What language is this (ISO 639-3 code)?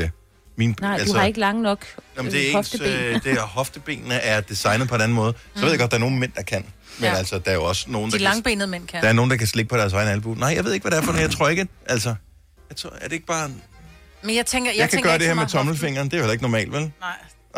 dan